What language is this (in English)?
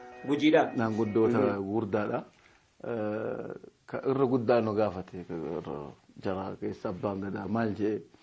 Oromo